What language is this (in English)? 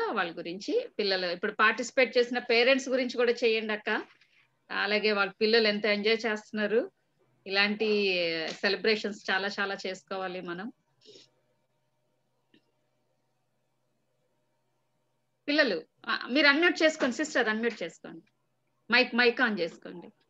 Telugu